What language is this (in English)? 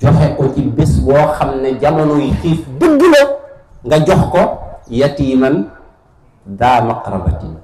Wolof